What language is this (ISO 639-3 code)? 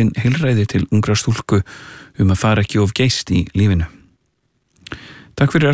isl